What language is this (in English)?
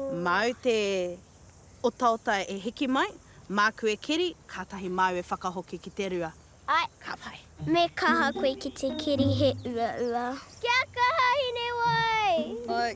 Māori